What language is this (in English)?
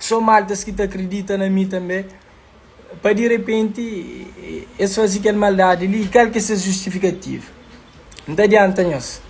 Kabuverdianu